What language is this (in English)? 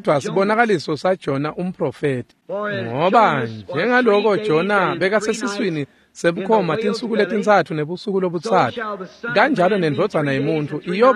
Swati